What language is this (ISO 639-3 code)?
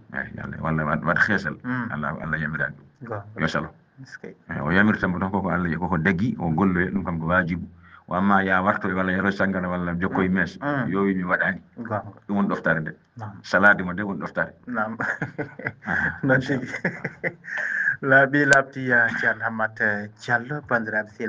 ful